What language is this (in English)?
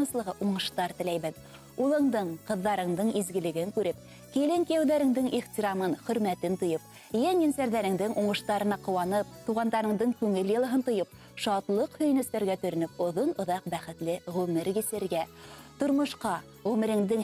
Bashkir